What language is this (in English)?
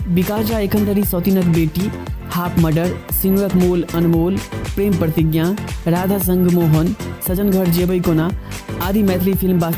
Maithili